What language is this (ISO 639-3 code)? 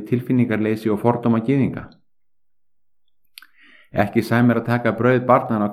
isl